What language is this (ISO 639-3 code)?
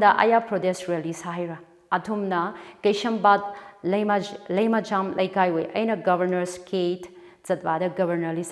nmf